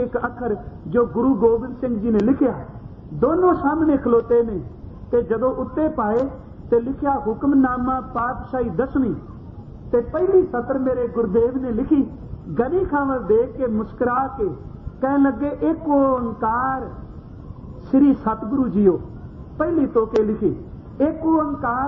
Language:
Punjabi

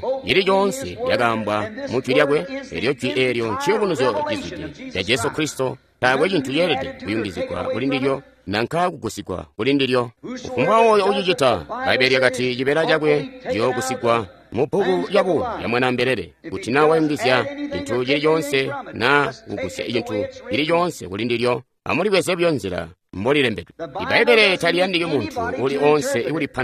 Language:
Tonga (Zambia)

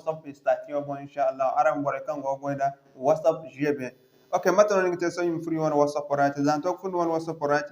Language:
Zarma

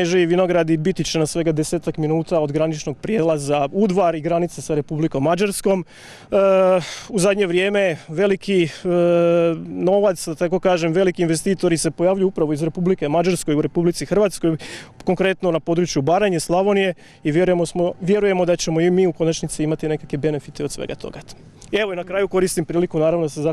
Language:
Croatian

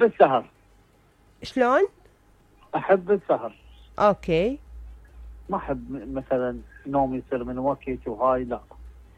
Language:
Mesopotamian Arabic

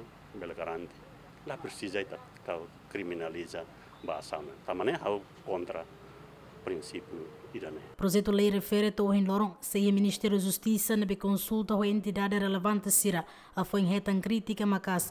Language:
Tetum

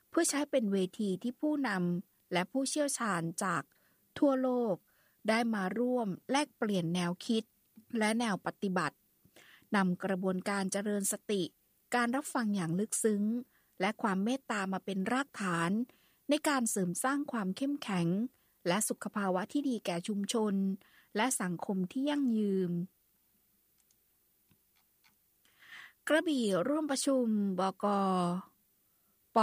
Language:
Thai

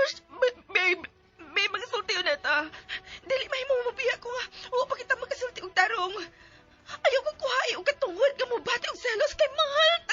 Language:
Cebuano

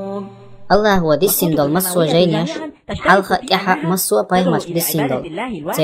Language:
Chechen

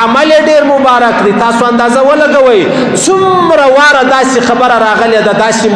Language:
Pashto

